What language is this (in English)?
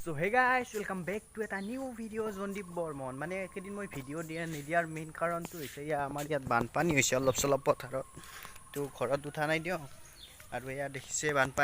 Assamese